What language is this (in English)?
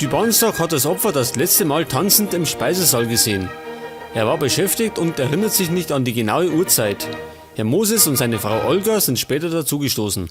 Bavarian